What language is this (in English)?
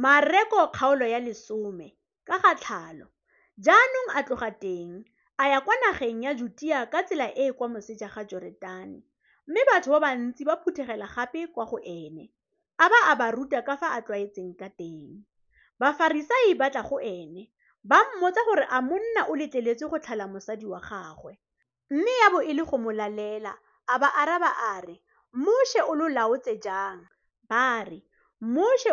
Tswana